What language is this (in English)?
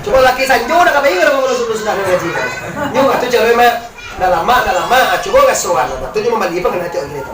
Minangkabau